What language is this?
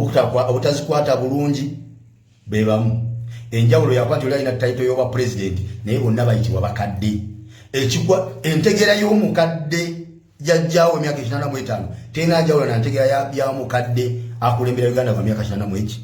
Ganda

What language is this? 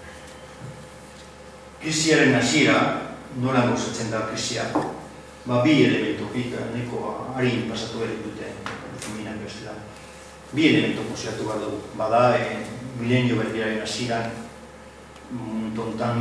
Basque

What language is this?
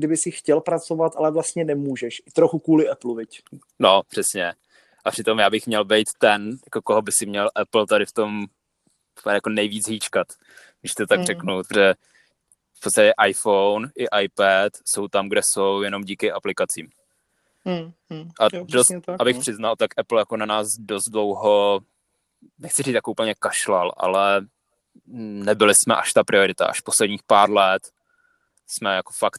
Czech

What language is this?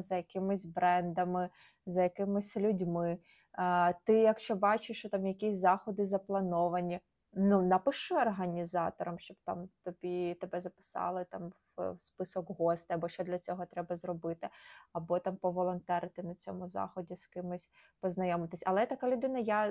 Ukrainian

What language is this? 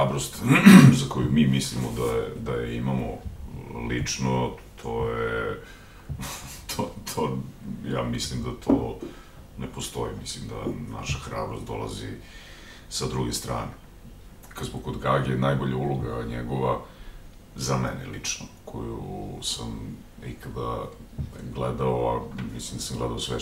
Serbian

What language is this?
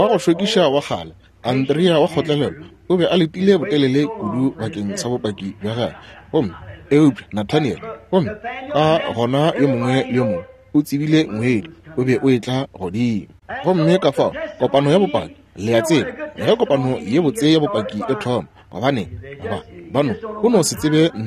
Northern Sotho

